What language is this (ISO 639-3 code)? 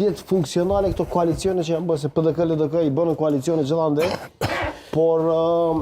sqi